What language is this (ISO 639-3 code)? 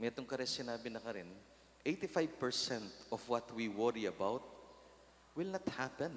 pam